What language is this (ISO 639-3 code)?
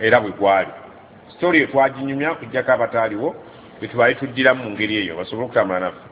lug